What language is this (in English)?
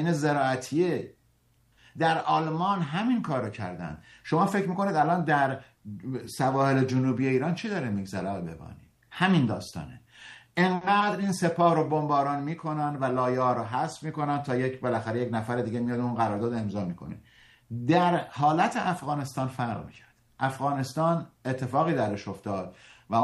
Persian